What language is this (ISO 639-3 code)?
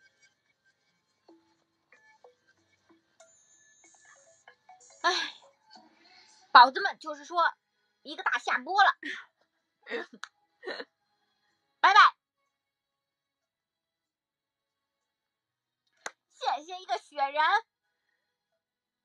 zho